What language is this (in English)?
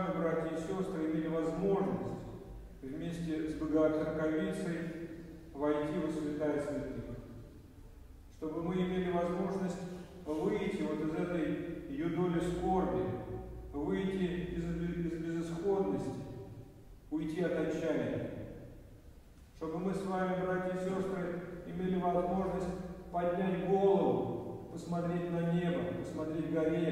Russian